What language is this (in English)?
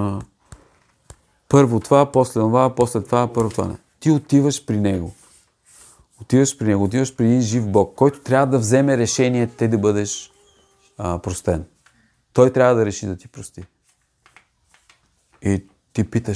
Bulgarian